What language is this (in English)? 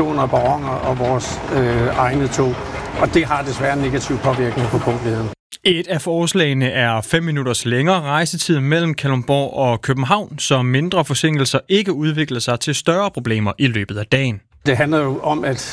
Danish